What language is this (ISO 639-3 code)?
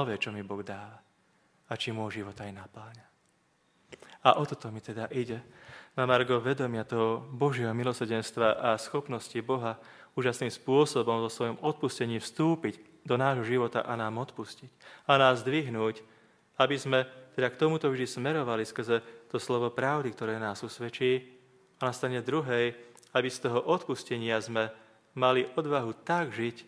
slk